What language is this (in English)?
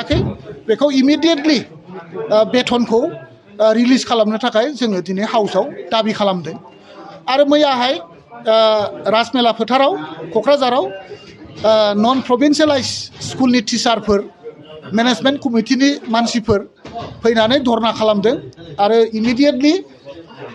Bodo